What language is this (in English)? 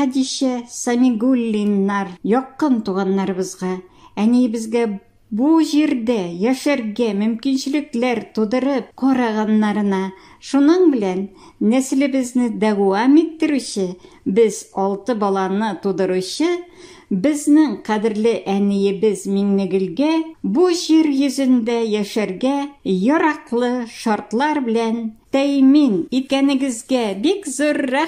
Tatar